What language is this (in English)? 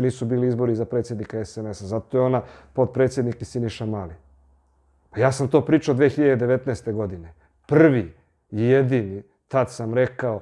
Serbian